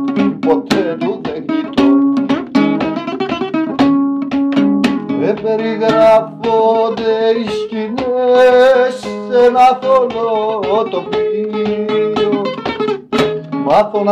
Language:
Greek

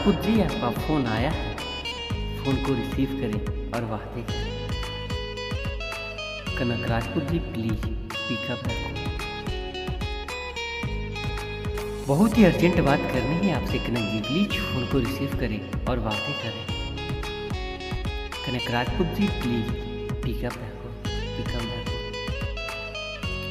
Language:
Hindi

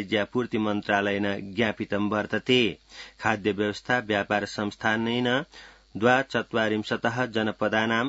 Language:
Sanskrit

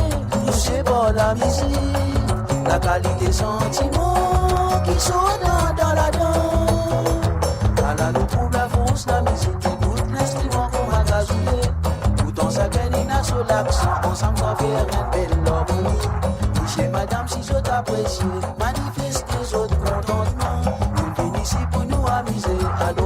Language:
Morisyen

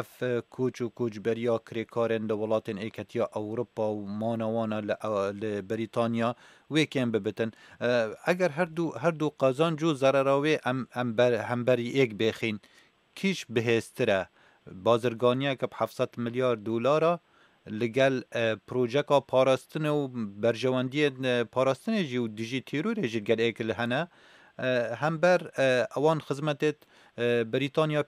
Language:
Kurdish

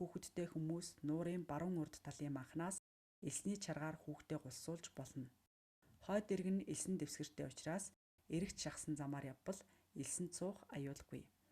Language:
Mongolian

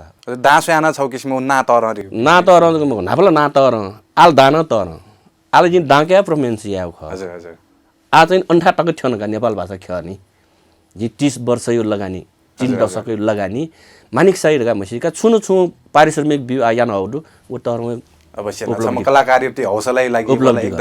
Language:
Newari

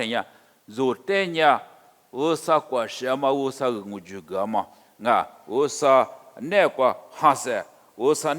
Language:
Lisu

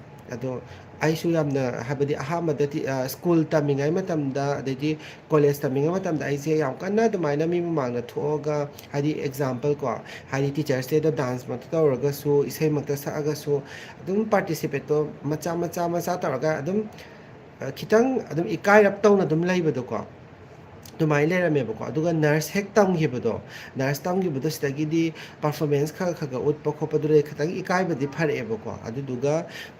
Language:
Manipuri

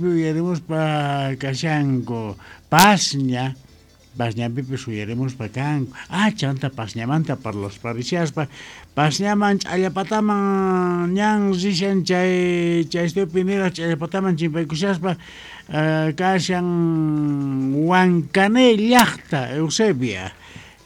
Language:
Quechua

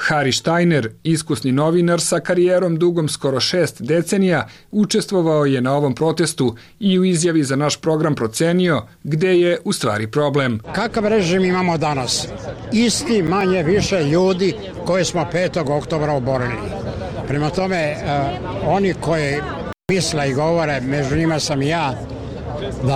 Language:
Serbian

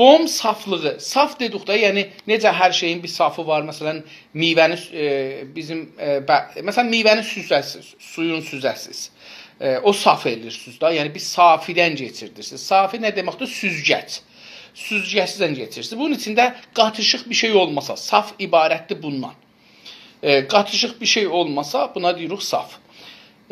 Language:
South Azerbaijani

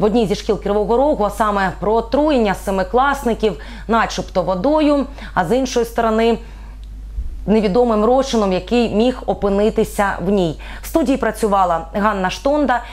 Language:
Ukrainian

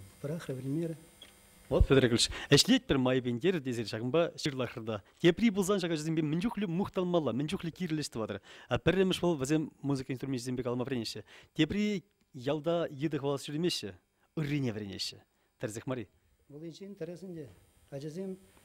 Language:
Chuvash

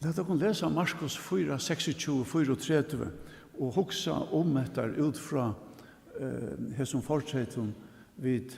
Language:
Faroese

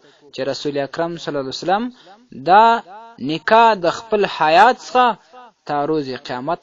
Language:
Pashto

